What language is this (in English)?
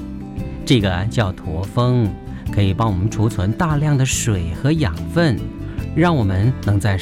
Chinese